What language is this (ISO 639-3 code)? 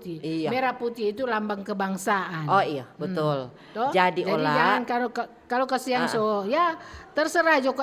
xmm